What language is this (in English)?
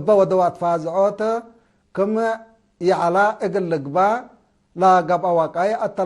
Tigre